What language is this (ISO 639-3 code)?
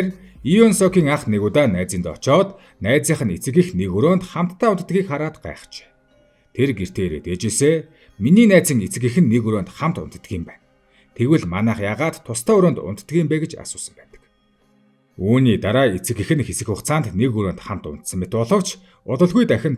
mon